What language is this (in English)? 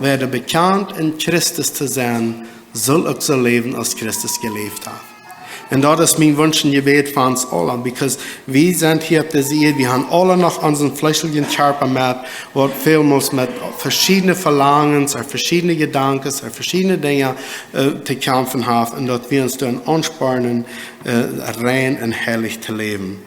Plautdietsch